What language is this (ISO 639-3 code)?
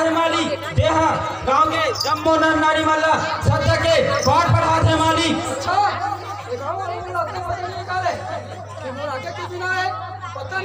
hne